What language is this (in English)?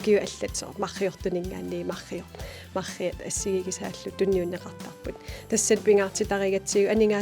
Kalaallisut